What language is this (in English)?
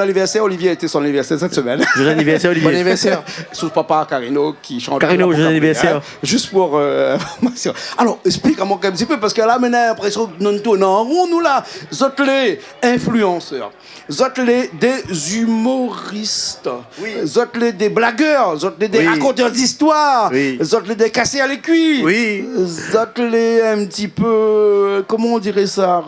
Réunion Creole French